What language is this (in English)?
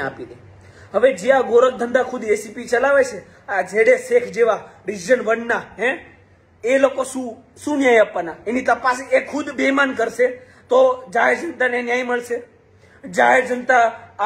Gujarati